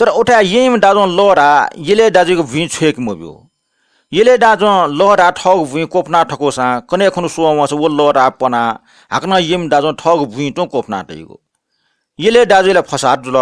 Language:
Newari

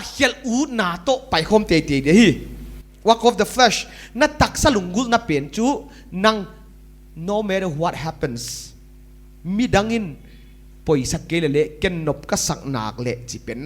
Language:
Paite Chin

